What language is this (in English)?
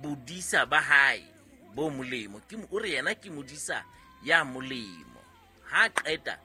Southern Sotho